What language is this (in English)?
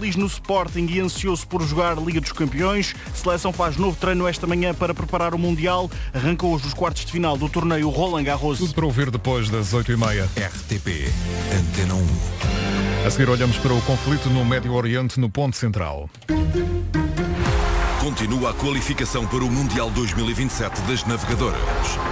Portuguese